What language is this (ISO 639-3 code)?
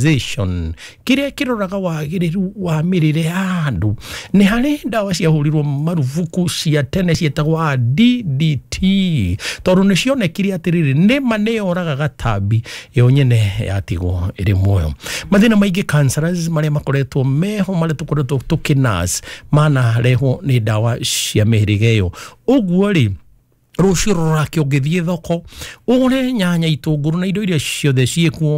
kik